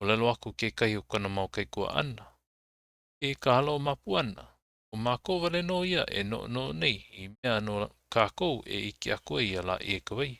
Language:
Hawaiian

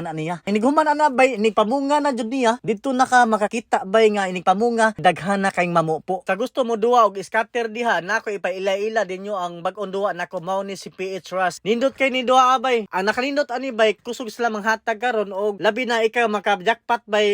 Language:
Cebuano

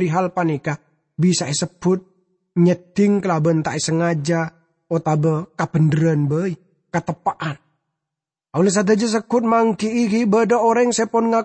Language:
Madurese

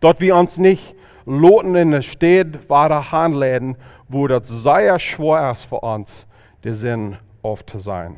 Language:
Plautdietsch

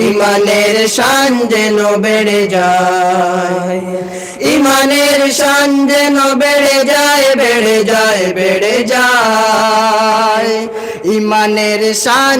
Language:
Sylheti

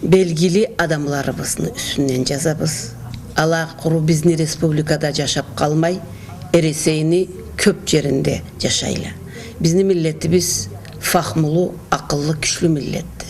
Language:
Karachay-Balkar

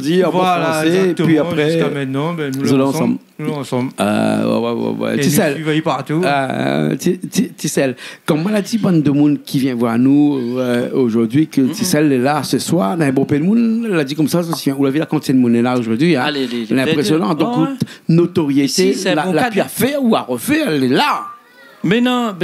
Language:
Réunion Creole French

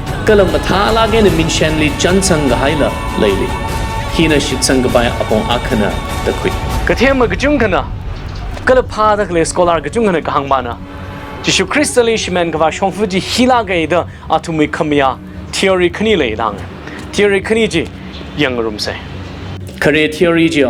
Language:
Tangkhul Naga (India)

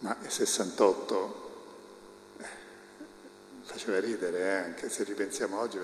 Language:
Italian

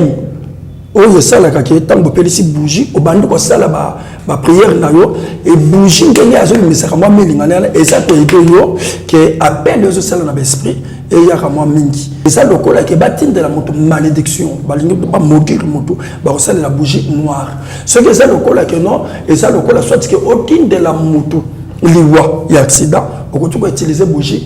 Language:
Lingala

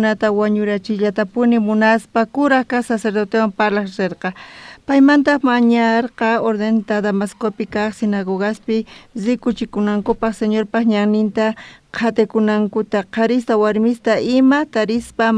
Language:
South Bolivian Quechua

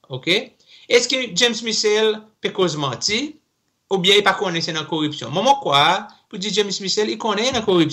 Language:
Seselwa Creole French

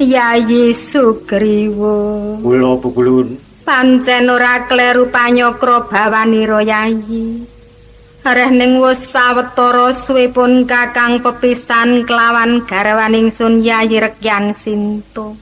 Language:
Javanese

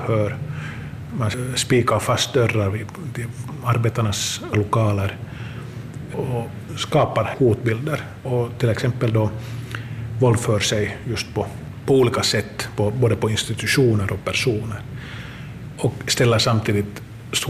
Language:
Swedish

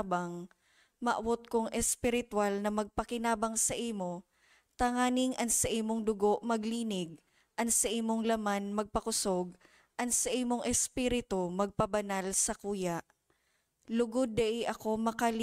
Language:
Bikol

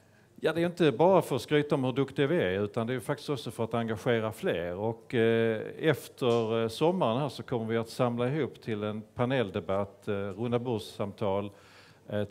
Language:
Swedish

